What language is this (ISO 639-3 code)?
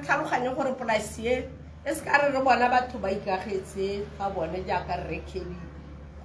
tsn